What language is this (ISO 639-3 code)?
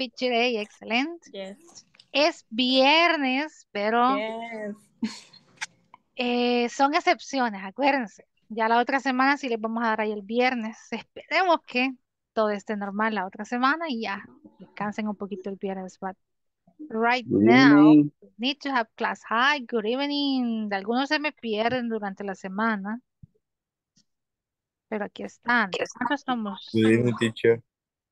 spa